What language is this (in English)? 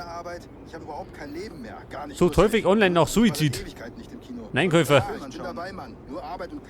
Bavarian